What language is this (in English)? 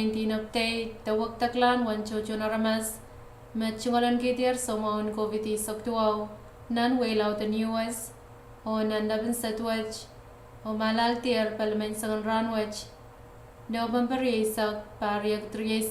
Pohnpeian